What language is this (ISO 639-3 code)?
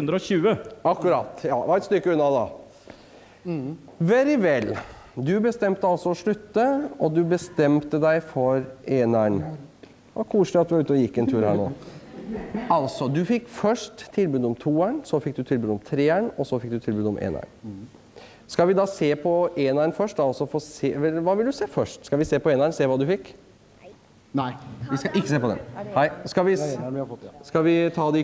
nor